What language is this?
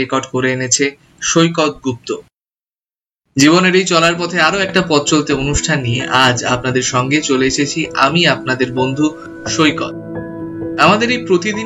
Bangla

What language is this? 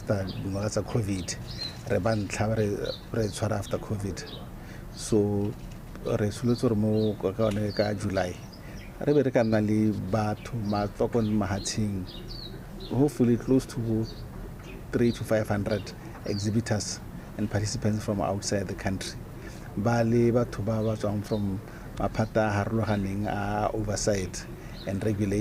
Tswana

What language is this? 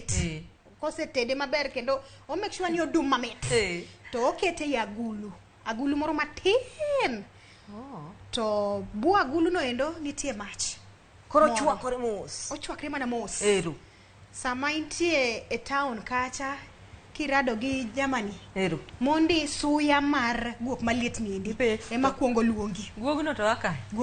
Luo (Kenya and Tanzania)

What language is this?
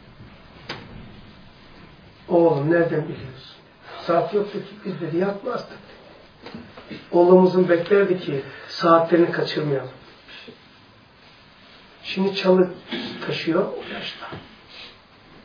Turkish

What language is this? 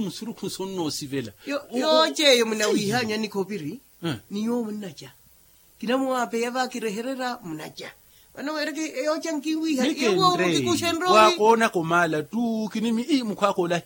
Makhuwa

